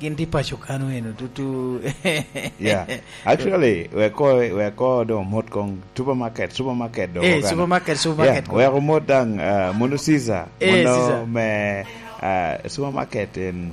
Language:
Lango (Uganda)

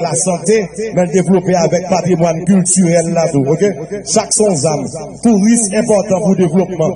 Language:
Haitian Creole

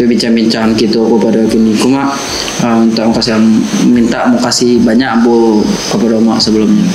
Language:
Minangkabau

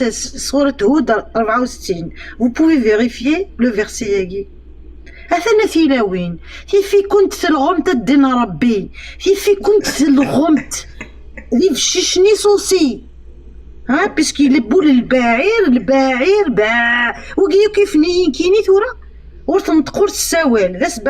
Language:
Kabyle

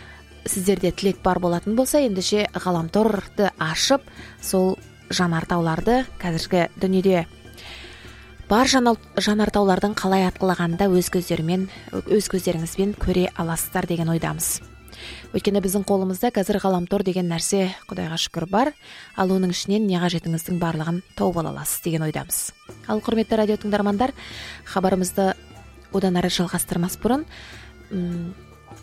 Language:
Kazakh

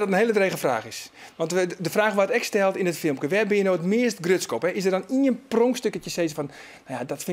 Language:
Western Frisian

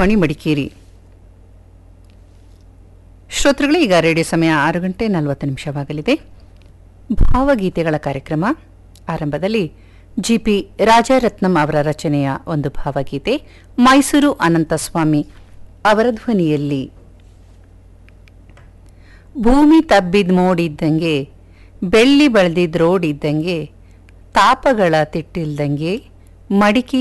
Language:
Kannada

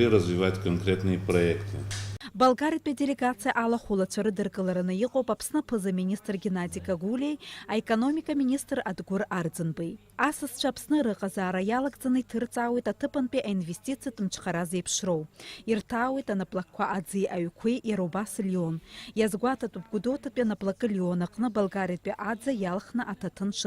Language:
Abkhazian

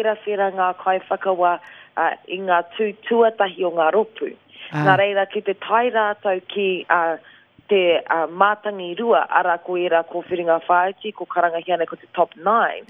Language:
Māori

